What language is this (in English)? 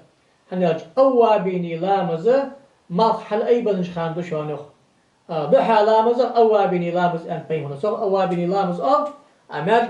Ingush